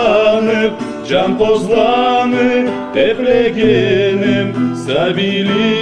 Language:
Karachay-Balkar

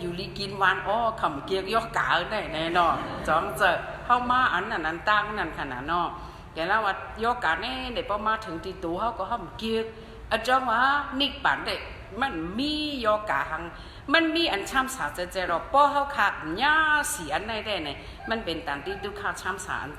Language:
Shan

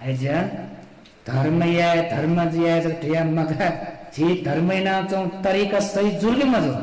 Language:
Newari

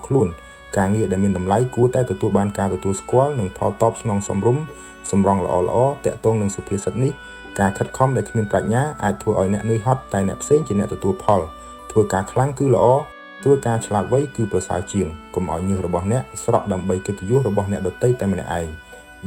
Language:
Khmer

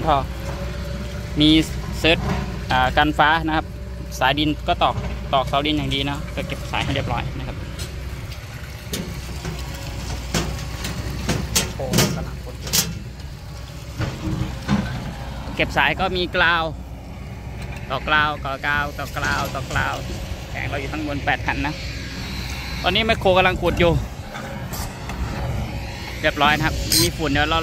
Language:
Thai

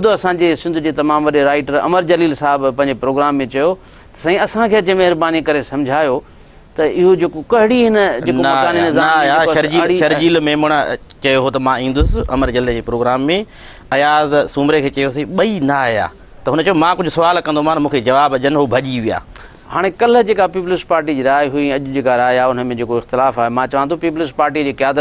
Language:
Sindhi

